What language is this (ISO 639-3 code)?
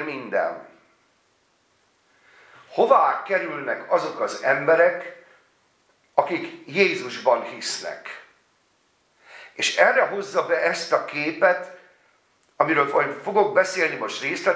hun